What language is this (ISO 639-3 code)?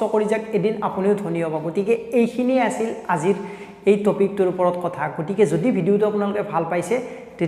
asm